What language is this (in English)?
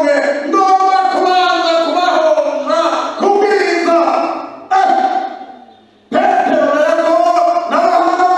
Rundi